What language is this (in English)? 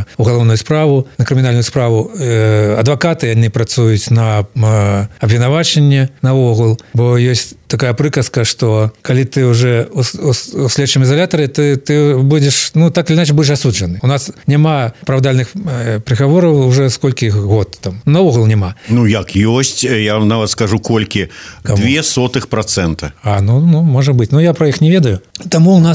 Belarusian